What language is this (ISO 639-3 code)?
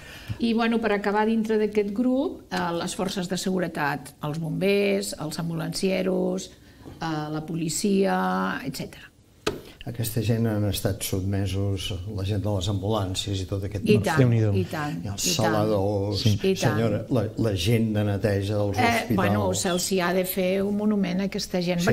cat